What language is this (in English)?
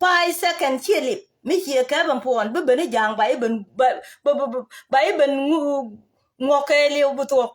Nuer